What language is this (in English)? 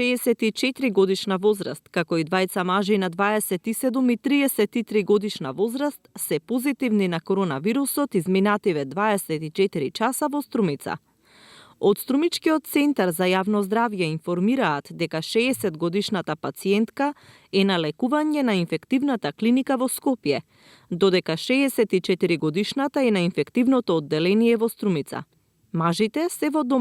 Macedonian